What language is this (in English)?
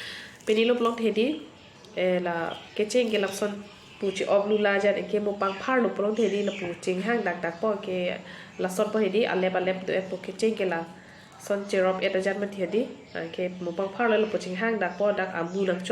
Karbi